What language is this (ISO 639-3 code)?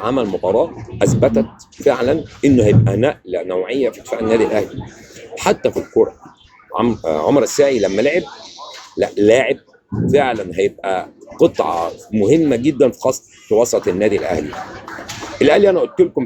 arz